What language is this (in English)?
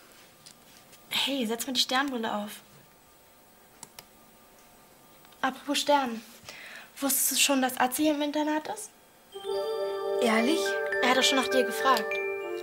German